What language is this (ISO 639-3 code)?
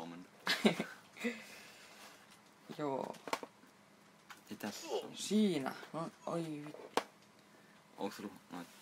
fin